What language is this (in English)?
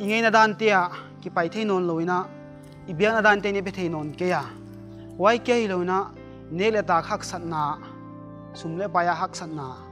Paite Chin